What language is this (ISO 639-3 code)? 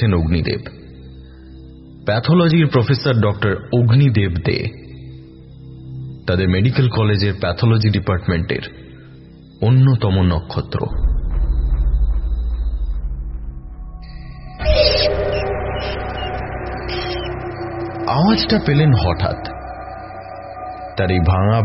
ben